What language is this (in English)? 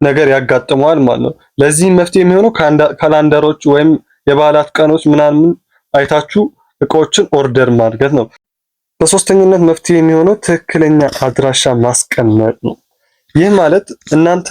Amharic